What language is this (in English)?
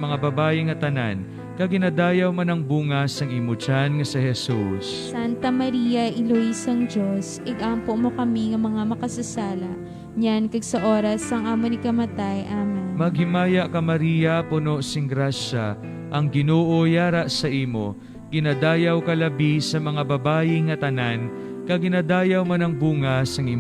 Hiligaynon